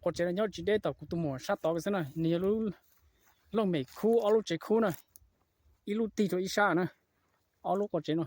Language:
Hmong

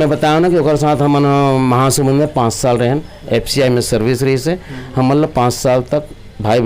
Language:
Chhattisgarhi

